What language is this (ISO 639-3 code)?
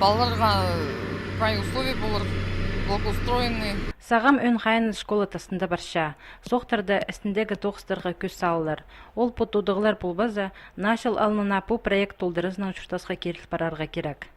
kjh